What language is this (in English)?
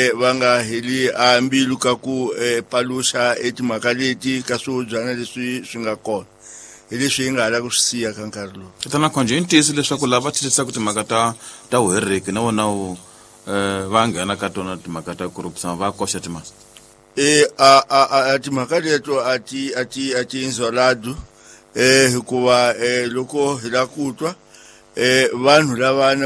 Tsonga